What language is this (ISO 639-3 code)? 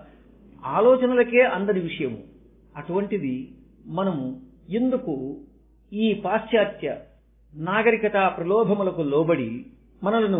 tel